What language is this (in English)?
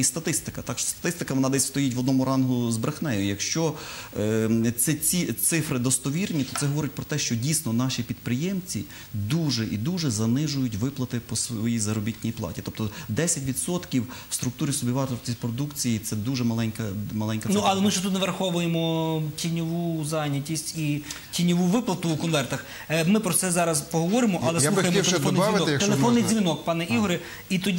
Ukrainian